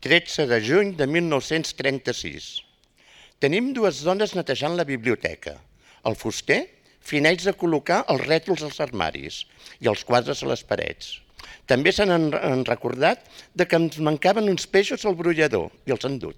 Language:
Catalan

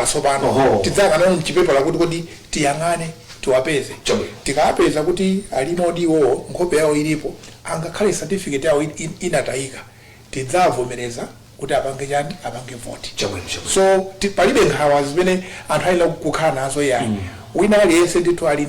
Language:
Nyanja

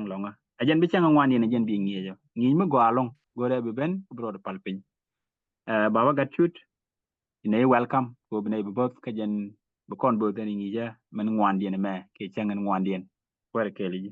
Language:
Nuer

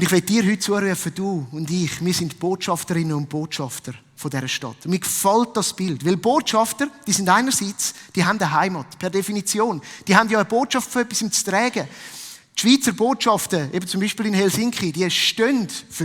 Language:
Swiss German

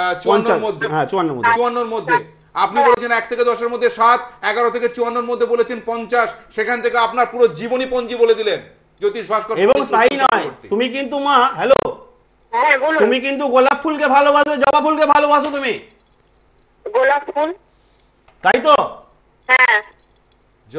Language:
Bangla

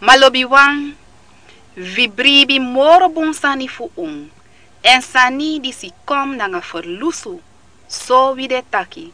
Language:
Sranan Tongo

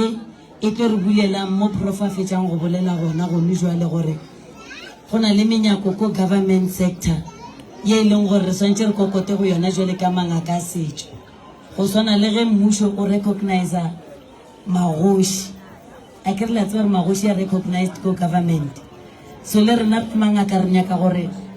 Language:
Northern Sotho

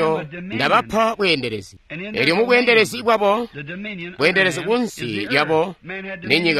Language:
Tonga (Zambia)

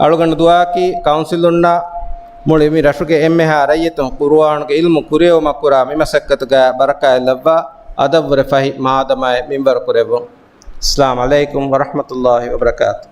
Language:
Divehi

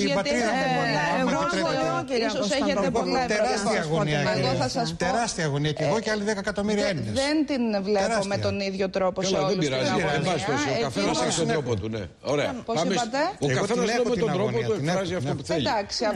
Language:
Greek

